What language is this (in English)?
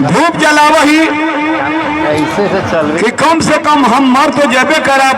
Magahi